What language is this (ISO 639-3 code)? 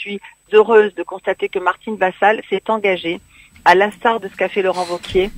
fra